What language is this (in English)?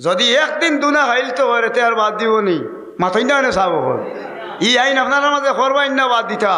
Sylheti